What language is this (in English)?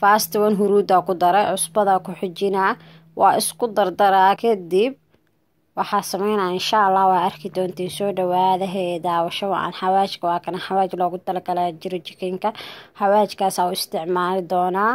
Somali